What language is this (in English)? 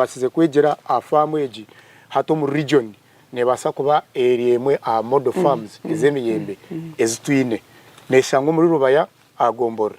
Nyankole